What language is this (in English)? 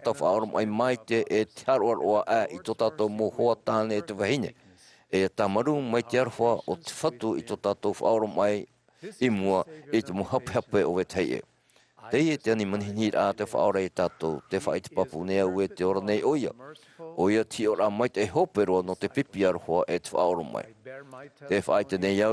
Tahitian